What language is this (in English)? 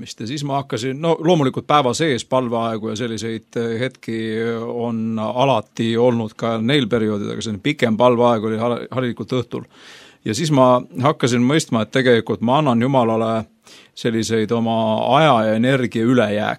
Estonian